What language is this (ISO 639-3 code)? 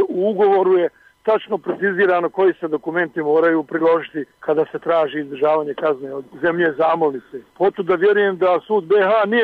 bos